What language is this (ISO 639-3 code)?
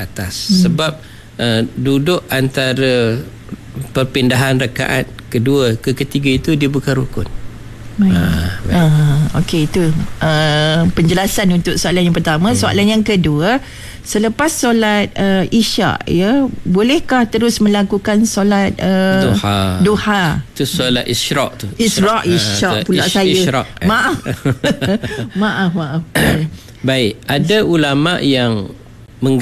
msa